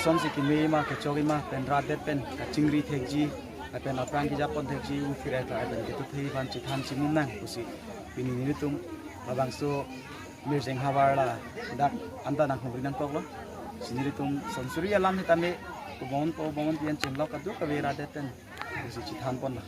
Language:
Karbi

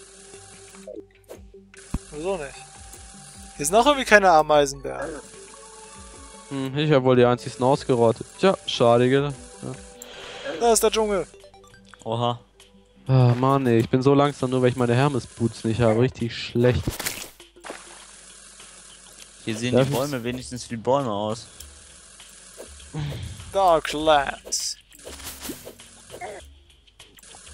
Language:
German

